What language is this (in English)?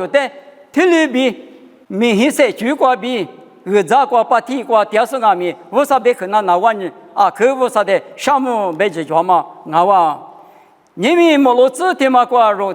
Lisu